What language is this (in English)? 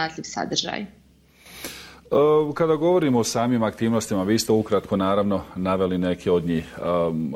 Bosnian